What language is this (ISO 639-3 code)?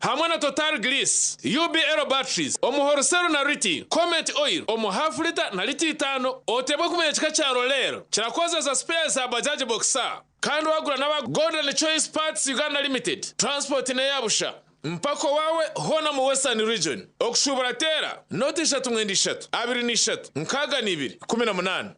nyn